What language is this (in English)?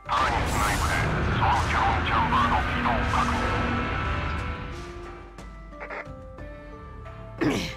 Japanese